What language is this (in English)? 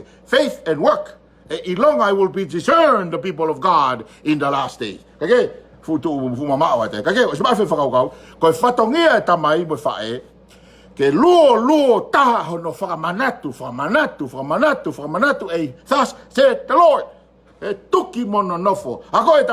Tongan